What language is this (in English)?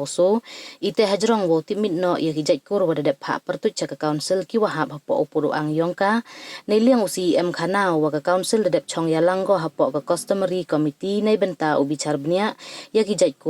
Pnar